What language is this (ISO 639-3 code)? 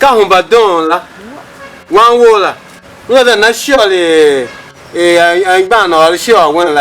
tiv